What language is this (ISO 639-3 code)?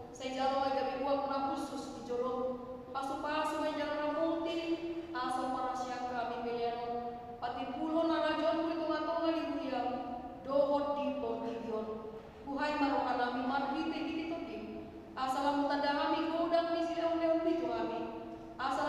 bbc